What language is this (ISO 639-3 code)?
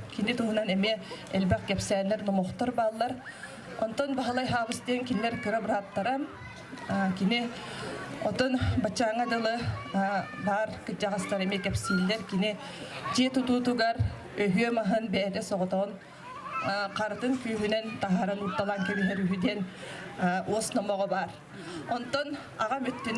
sah